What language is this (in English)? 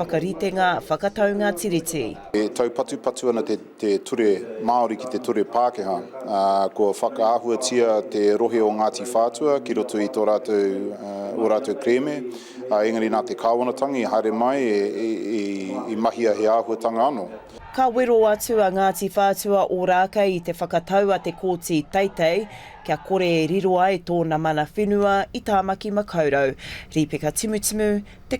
Māori